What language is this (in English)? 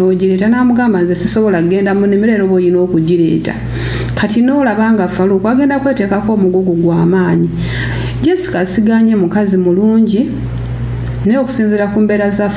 Ganda